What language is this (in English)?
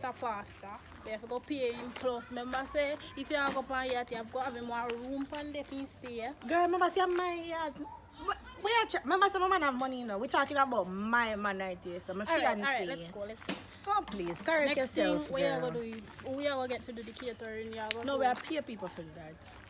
Jamaican Creole English